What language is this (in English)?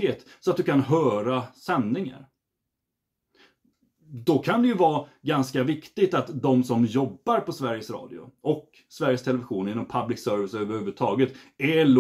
Swedish